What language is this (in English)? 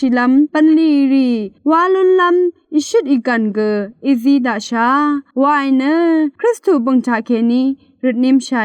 Rawang